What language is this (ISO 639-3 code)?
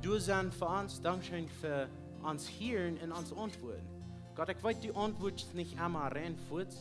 pdt